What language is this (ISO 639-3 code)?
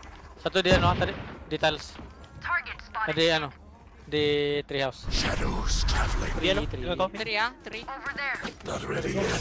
msa